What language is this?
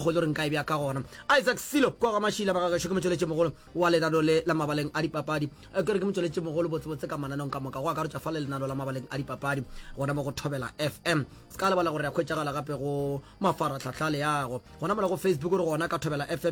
Northern Sotho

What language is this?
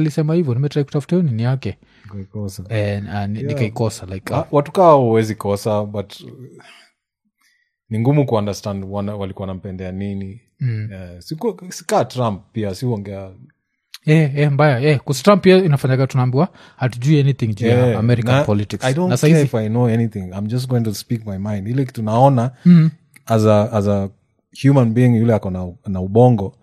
Swahili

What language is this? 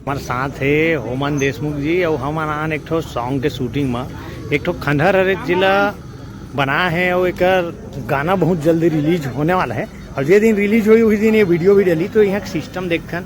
Chhattisgarhi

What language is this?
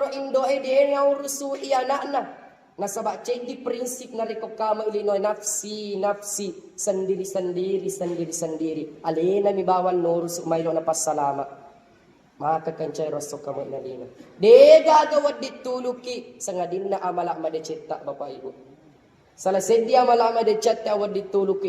Buginese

